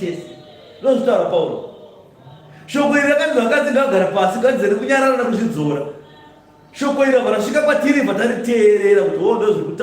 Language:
Shona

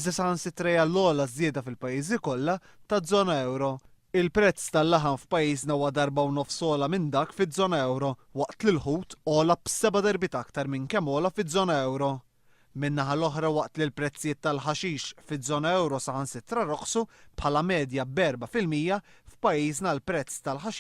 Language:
Maltese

